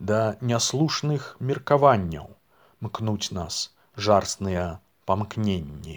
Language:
Belarusian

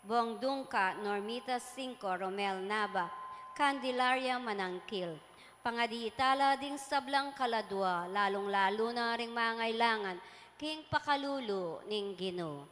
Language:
Pampanga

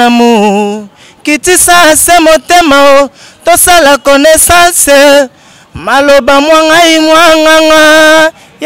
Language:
Lingala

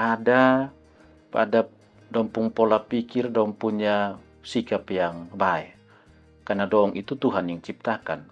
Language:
Kupang Malay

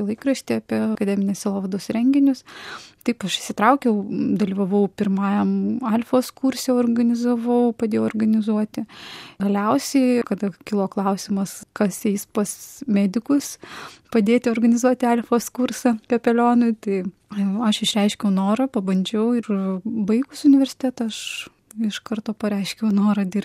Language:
Lithuanian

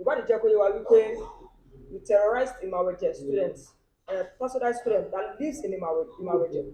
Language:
Yoruba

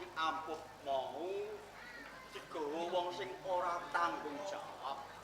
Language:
Javanese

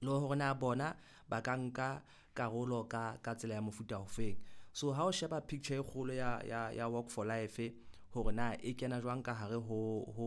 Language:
Southern Sotho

